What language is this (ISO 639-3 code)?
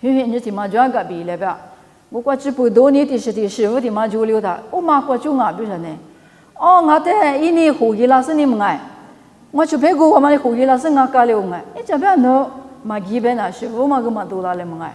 lis